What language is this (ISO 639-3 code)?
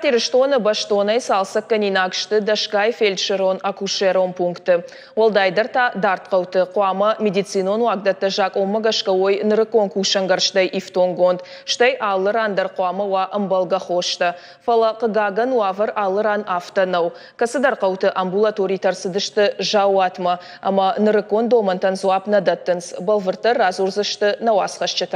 oss